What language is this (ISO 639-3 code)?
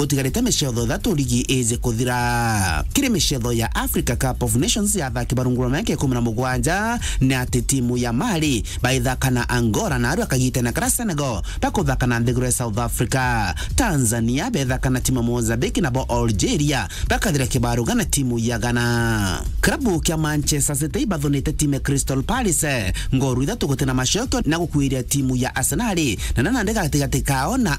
mer